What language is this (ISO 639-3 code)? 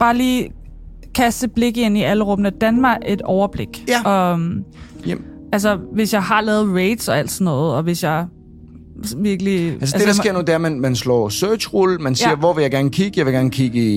dan